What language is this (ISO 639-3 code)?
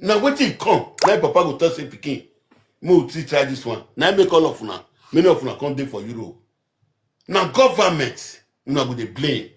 pcm